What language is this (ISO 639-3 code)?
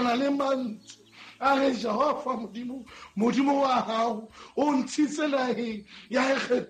sot